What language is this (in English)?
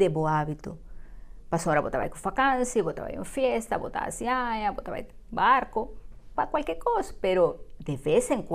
Papiamento